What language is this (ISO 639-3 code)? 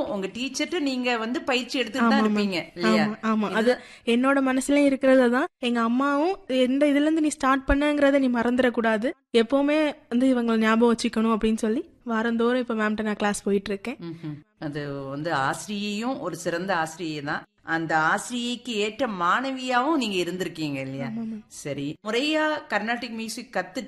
tam